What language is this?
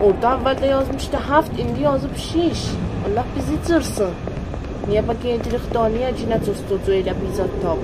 South Azerbaijani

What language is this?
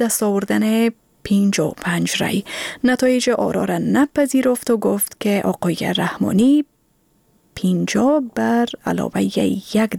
Persian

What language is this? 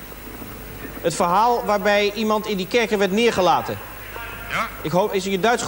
Dutch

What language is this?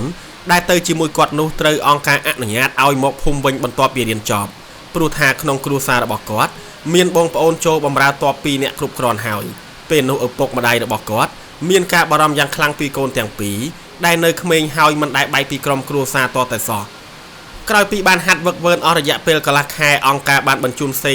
Khmer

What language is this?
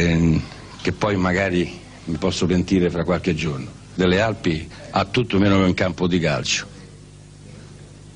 Italian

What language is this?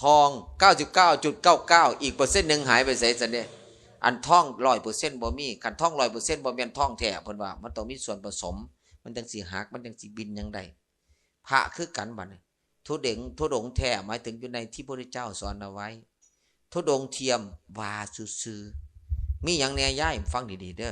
Lao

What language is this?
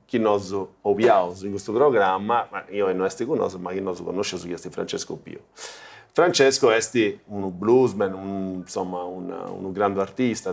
Sardinian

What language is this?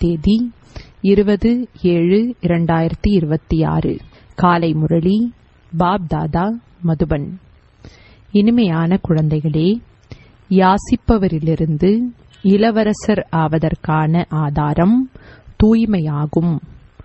Tamil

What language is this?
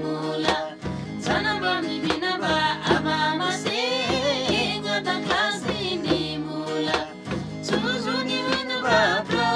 Eastern Tamang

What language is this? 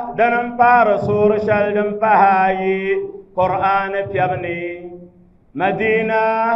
Dagbani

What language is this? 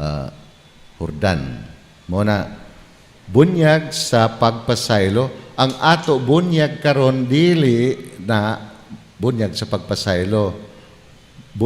Cebuano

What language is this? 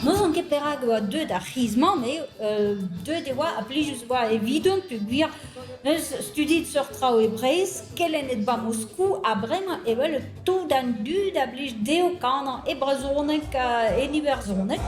Breton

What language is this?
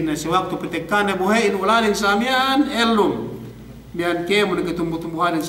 Yakan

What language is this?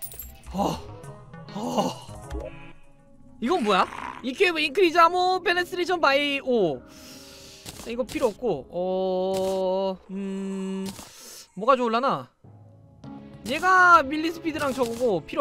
Korean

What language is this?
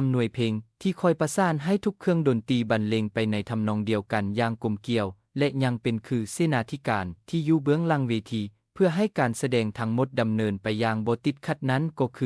Lao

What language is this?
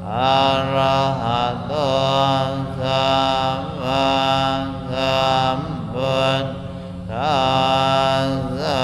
Pali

